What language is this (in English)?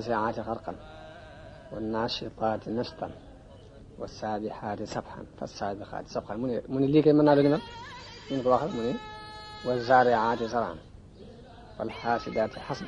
Wolof